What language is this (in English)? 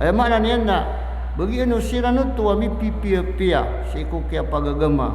Maranao